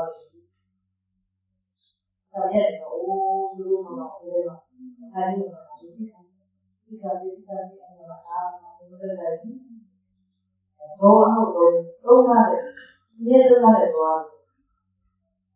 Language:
Burmese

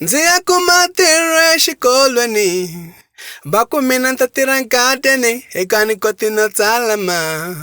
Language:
Tsonga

